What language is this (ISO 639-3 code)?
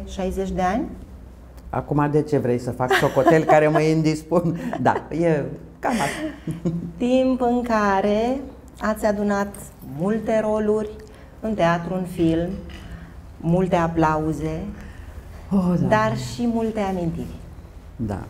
ron